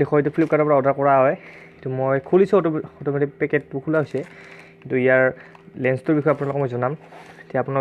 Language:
Assamese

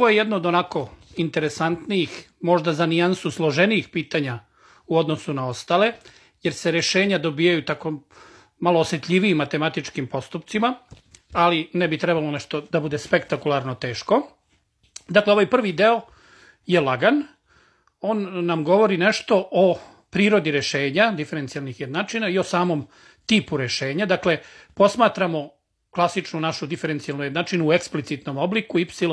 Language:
Serbian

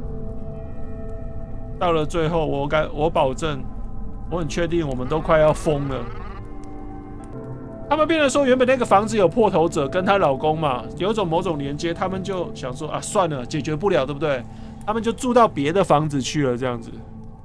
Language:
Chinese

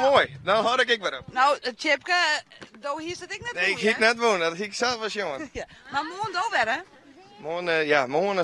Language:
Western Frisian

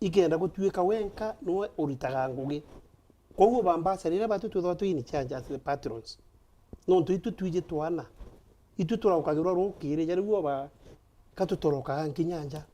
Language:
Meru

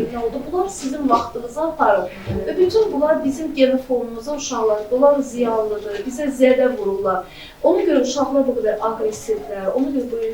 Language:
Azerbaijani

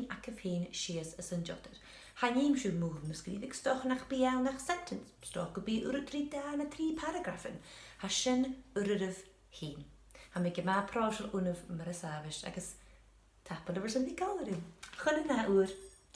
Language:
Scottish Gaelic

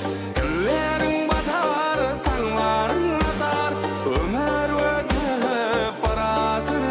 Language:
Kara-Kalpak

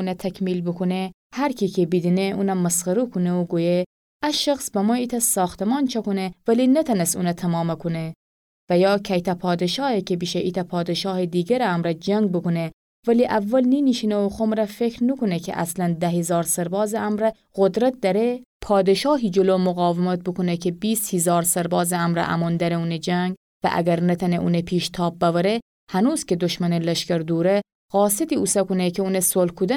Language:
Gilaki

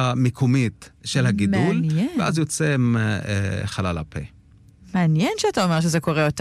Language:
Hebrew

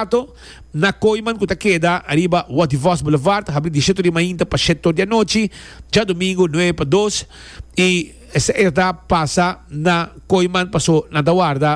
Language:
Papiamento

